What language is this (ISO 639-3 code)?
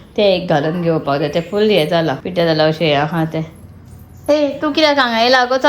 kok